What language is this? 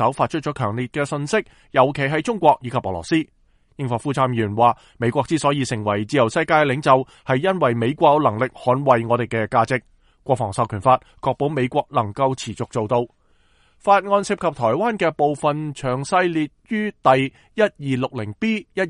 Cantonese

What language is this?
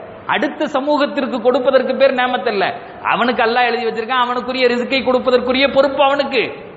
Tamil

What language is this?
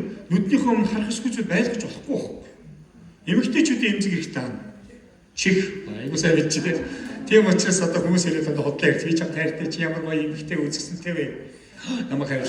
Mongolian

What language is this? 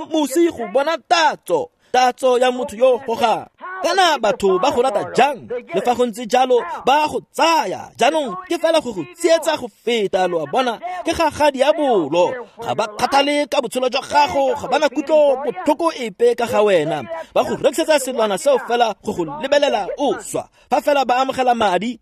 Tswana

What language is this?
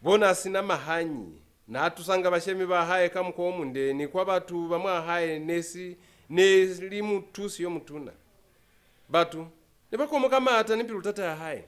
Lozi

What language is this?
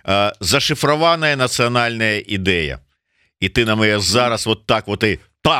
Belarusian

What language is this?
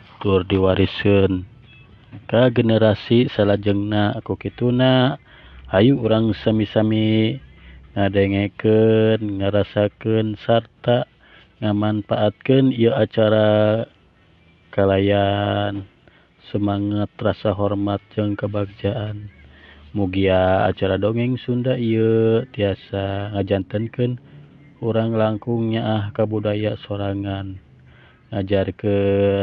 Sundanese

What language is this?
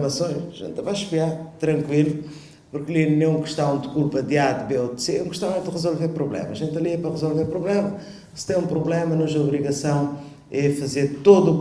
Kabuverdianu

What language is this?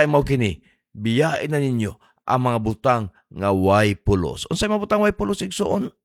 Cebuano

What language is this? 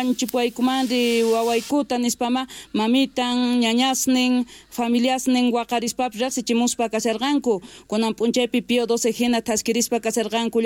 South Bolivian Quechua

